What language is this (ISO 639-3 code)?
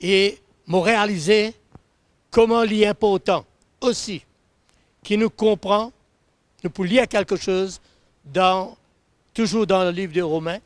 mfe